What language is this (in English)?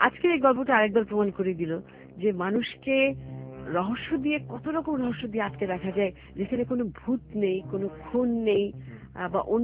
Bangla